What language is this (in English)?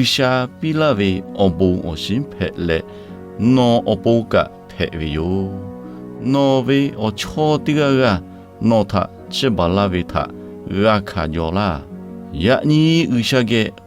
Lahu